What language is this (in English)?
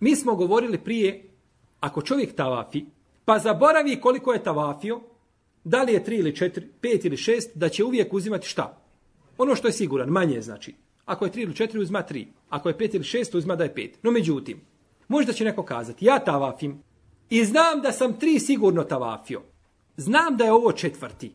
Bosnian